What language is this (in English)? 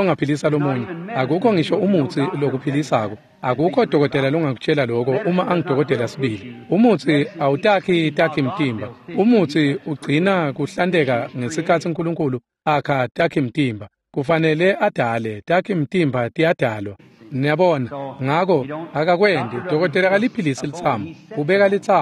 Swati